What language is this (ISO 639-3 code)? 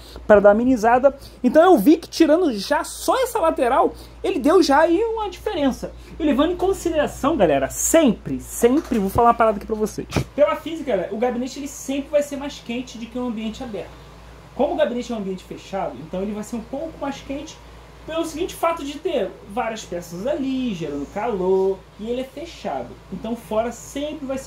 por